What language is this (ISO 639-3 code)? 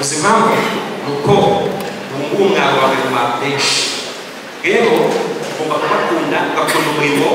kin